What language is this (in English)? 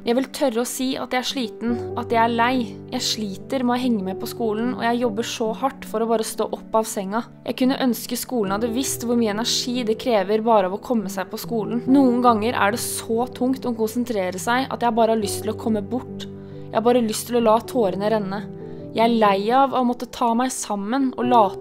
Norwegian